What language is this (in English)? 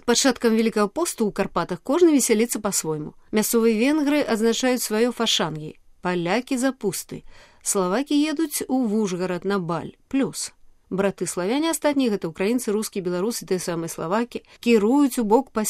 Belarusian